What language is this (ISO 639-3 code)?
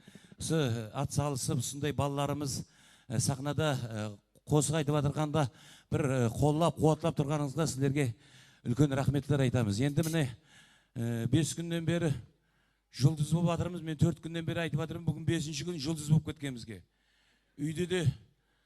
kaa